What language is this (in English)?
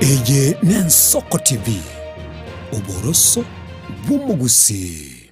Gusii